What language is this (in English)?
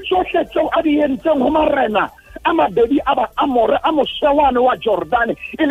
Southern Sotho